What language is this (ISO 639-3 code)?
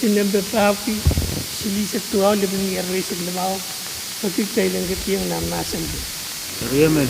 pon